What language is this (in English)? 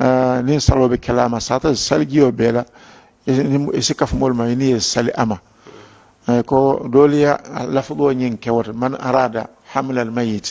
Mandingo